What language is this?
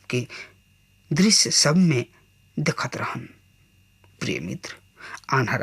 Bhojpuri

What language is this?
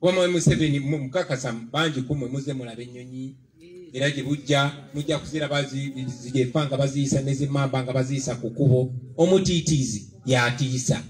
Ganda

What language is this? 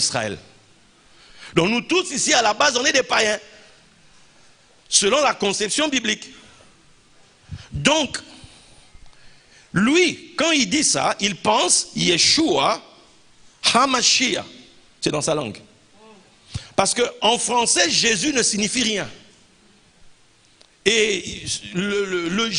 French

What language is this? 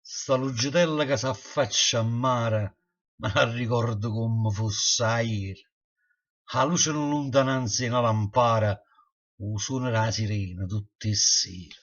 Neapolitan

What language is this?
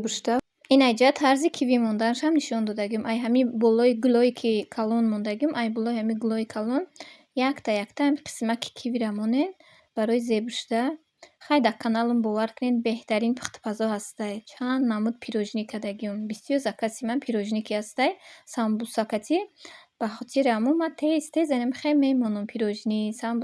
Tajik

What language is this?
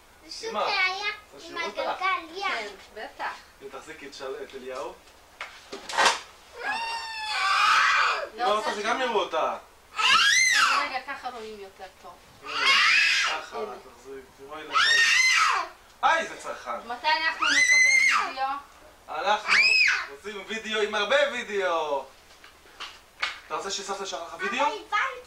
Hebrew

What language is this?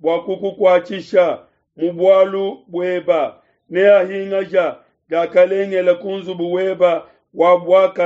Luba-Lulua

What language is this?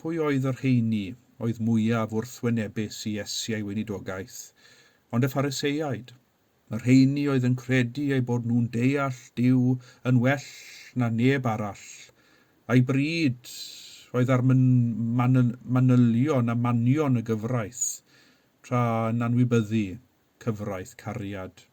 Welsh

